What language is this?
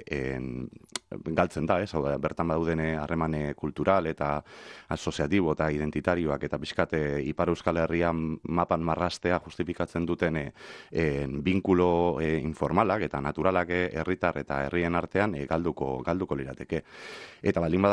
Basque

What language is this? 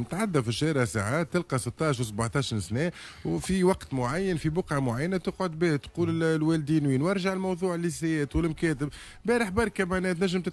Tunisian Arabic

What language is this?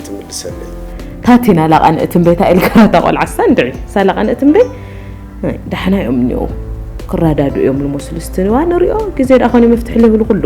Tigrinya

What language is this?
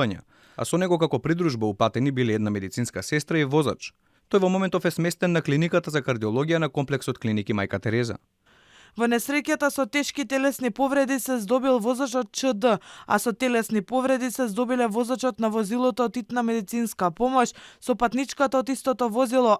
Macedonian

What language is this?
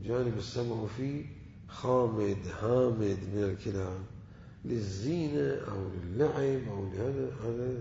Mesopotamian Arabic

